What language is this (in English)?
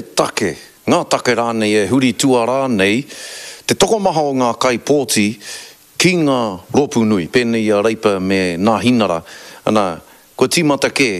Māori